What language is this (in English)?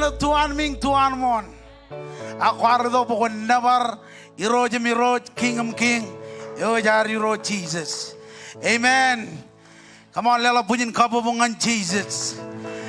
Marshallese